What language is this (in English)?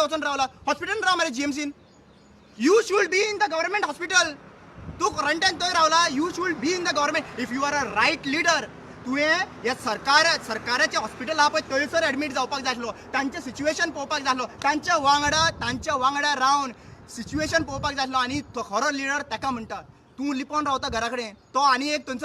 Konkani